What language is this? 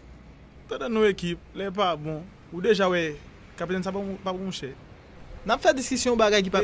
Haitian Creole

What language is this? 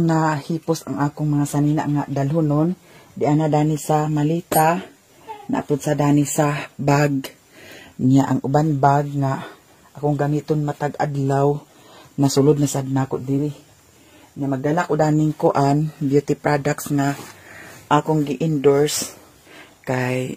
Cebuano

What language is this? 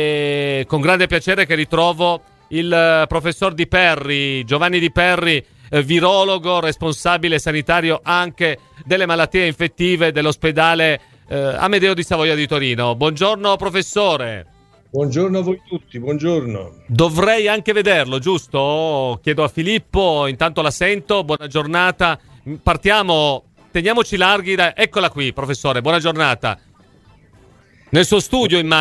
Italian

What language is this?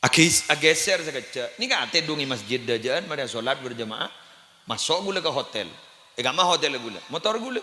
Madurese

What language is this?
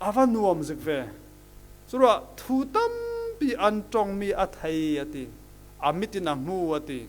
Falam Chin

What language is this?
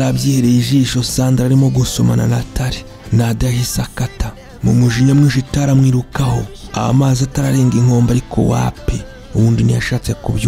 Kinyarwanda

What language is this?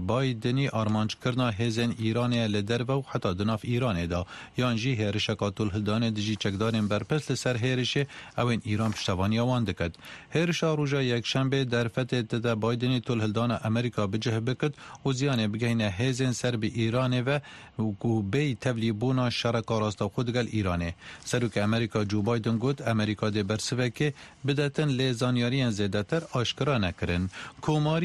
Kurdish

